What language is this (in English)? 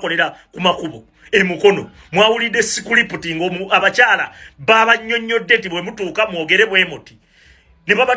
Ganda